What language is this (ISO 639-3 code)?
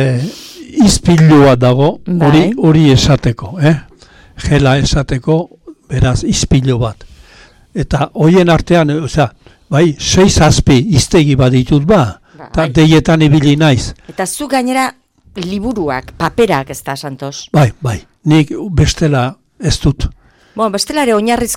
eus